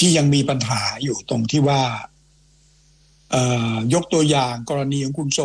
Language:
Thai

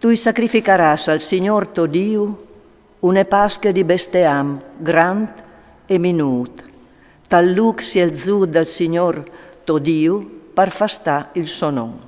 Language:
Friulian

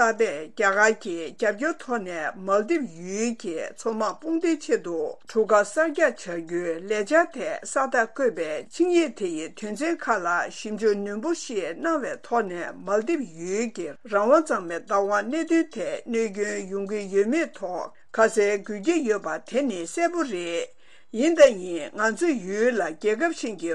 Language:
Tibetan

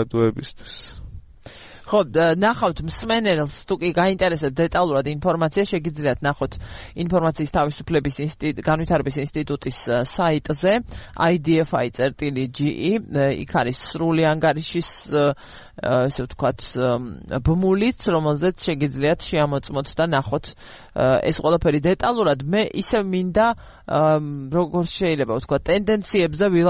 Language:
Georgian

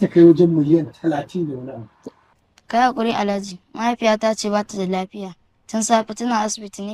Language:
Hausa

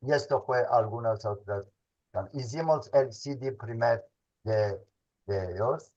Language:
Ladino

